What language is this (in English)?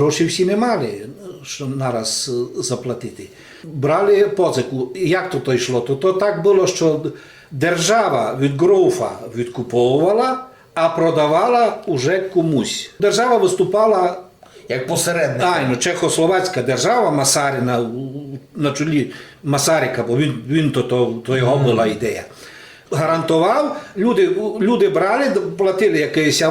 Rusyn